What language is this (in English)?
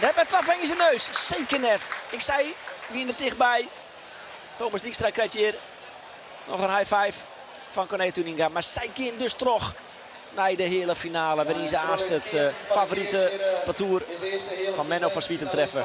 Western Frisian